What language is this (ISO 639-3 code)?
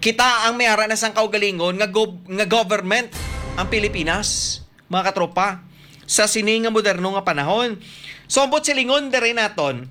hil